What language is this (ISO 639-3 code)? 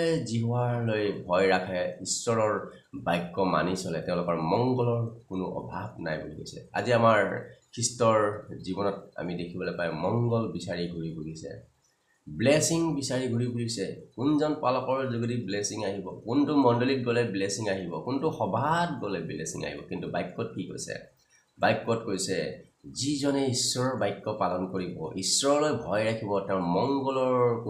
asm